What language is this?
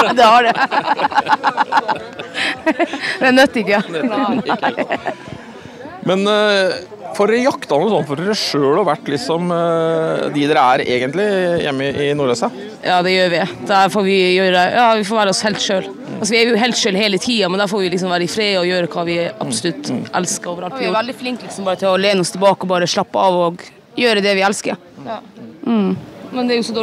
Norwegian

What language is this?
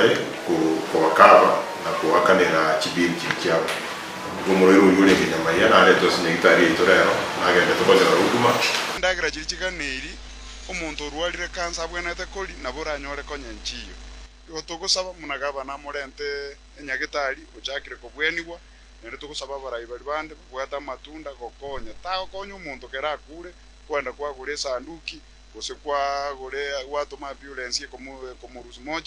Gusii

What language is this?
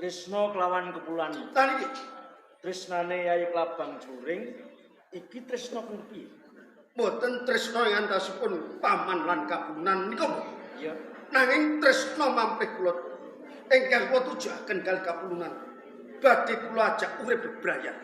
Javanese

